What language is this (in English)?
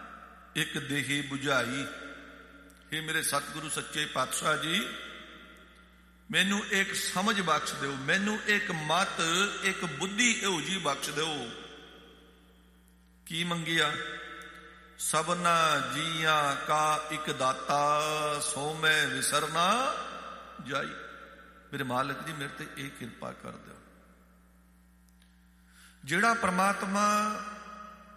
Punjabi